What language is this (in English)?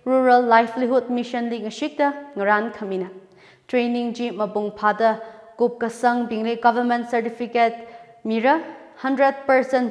Tangkhul Naga (India)